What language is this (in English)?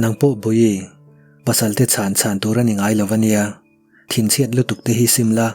Mizo